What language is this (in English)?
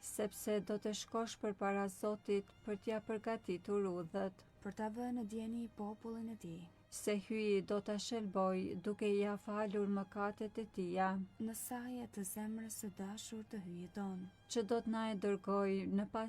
Albanian